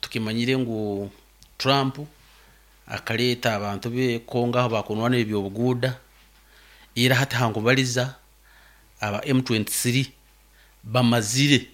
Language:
Nyankole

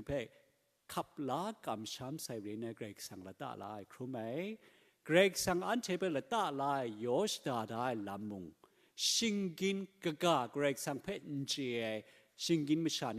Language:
Kachin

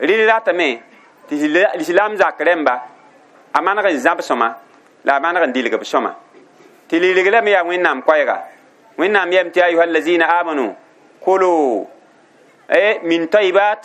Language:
Mossi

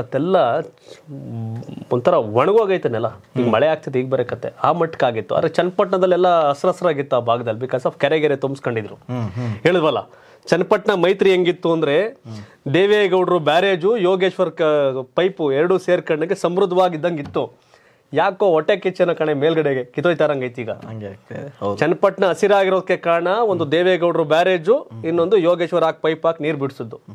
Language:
Kannada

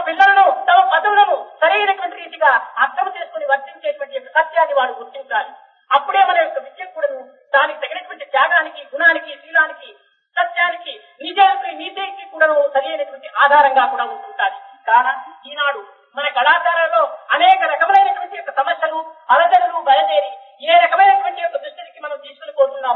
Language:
Telugu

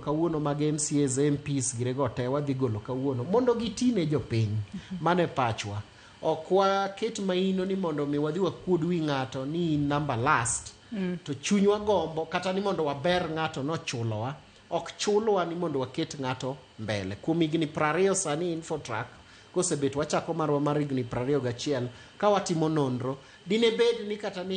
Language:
Luo (Kenya and Tanzania)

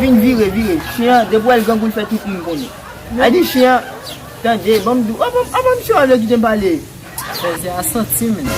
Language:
Haitian Creole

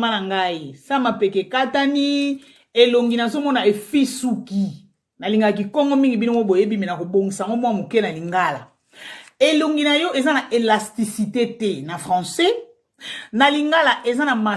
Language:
Lingala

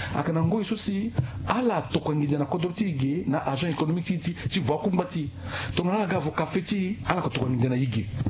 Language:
Sango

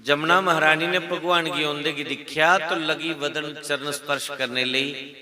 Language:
Dogri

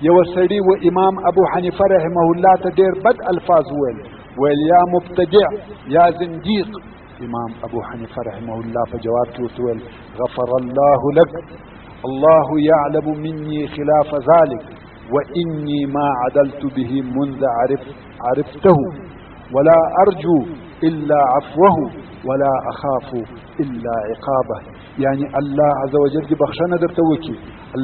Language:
Pashto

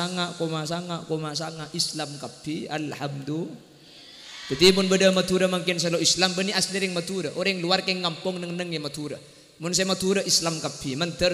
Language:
Madurese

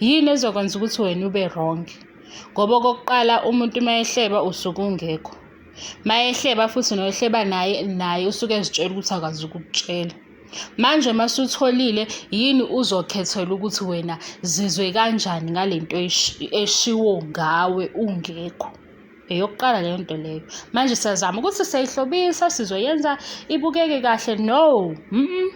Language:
Zulu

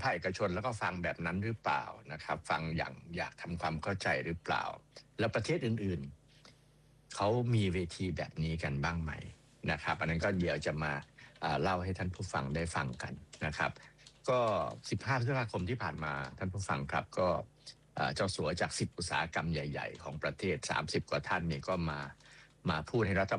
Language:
Thai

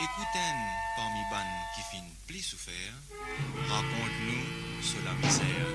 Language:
Morisyen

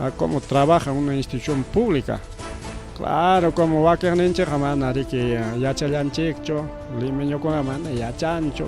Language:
Ayacucho Quechua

